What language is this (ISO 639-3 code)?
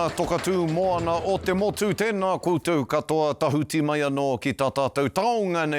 mri